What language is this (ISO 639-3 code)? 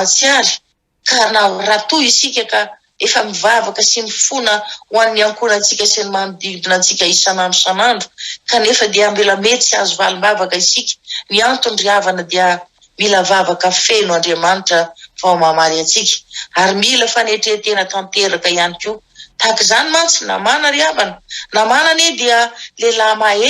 mlg